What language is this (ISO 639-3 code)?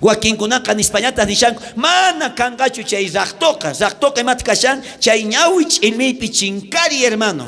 quh